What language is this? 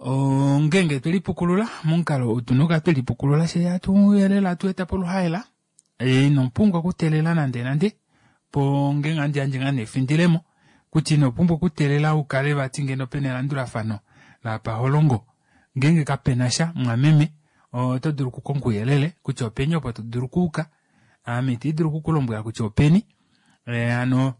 Kuanyama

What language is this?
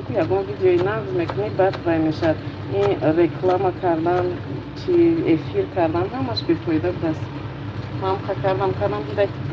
Tajik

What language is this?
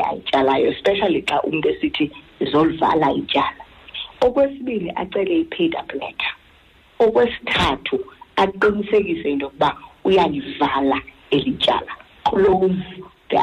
Xhosa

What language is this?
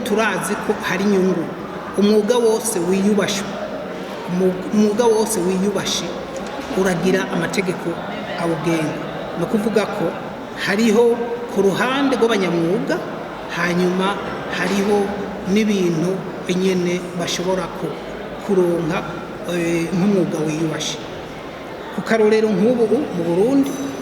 Rundi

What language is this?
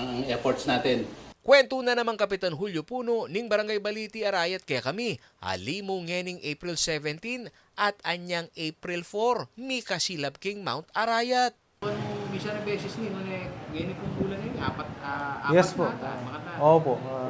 Pampanga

